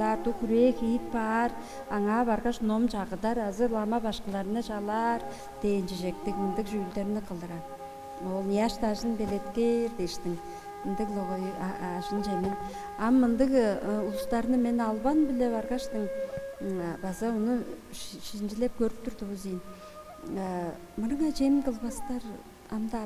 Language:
Tuvinian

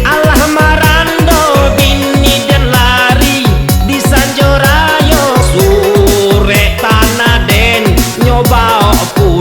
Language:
Minangkabau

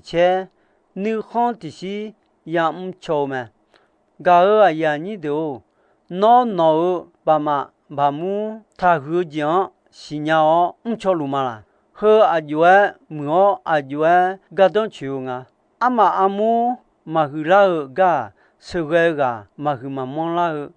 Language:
Akha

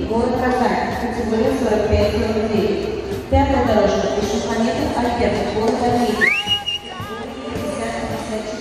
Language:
Russian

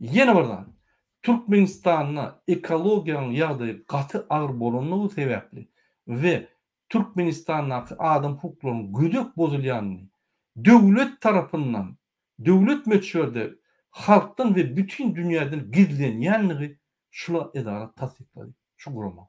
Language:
Turkmen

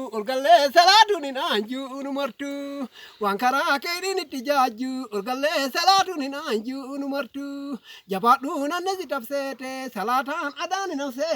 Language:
Oromo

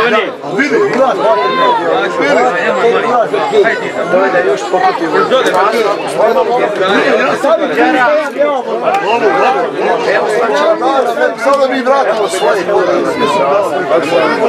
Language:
Croatian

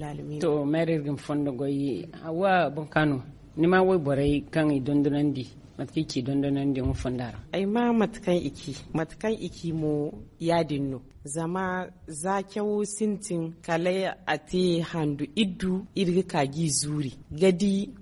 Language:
Zarma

